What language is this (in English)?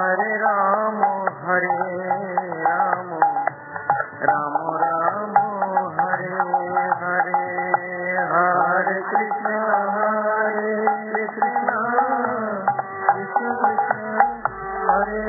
Odia